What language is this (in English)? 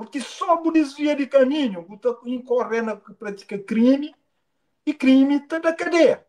Kabuverdianu